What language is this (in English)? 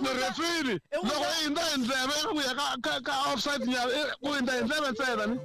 Tsonga